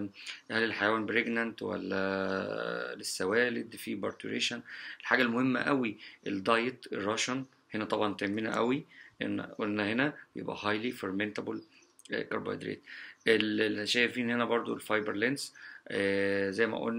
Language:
Egyptian Arabic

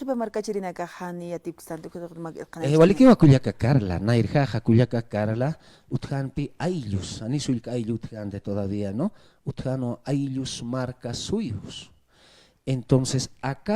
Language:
Aymara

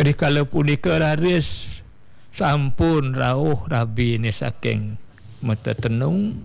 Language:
Balinese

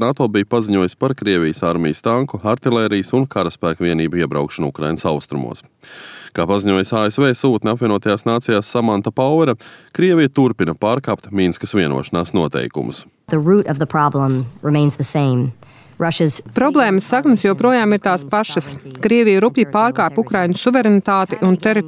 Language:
Latvian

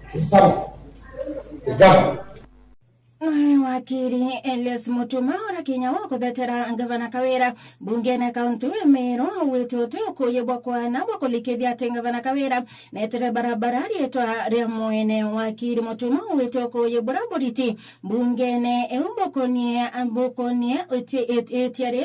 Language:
Meru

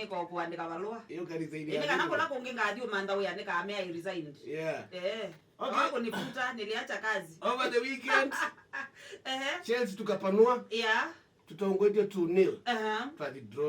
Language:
Kamba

